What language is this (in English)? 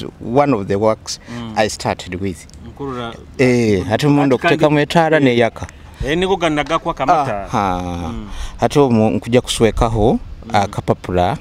Nyoro